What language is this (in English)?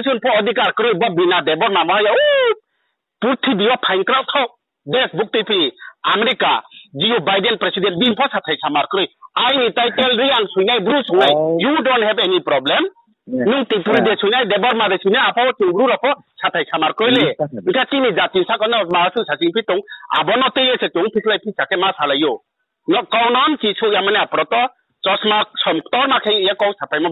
Riang (India)